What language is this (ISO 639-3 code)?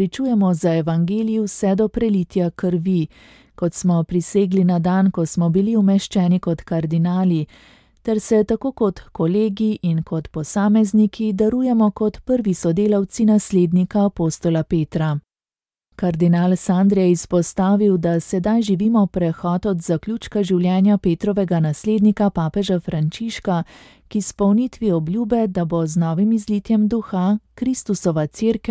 slv